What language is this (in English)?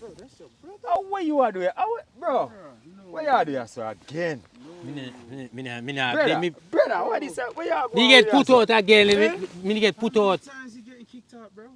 Jamaican Creole English